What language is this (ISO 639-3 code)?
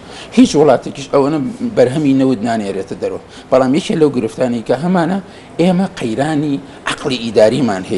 ckb